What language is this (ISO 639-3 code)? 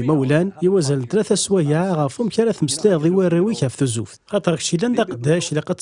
kab